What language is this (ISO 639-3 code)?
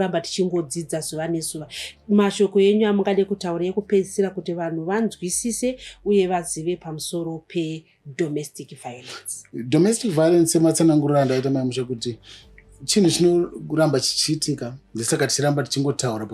sna